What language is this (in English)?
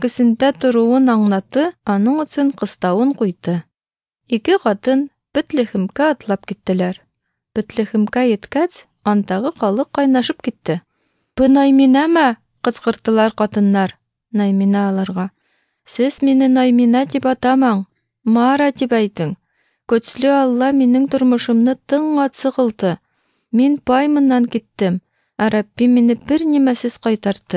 Tatar